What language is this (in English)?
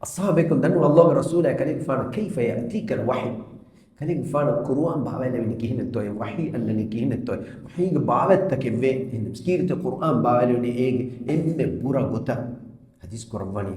Divehi